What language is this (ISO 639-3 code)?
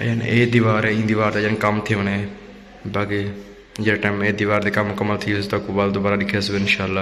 skr